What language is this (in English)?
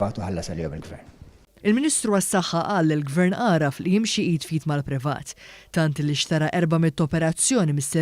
Maltese